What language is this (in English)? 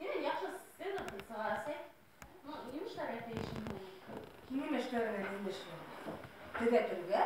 Bashkir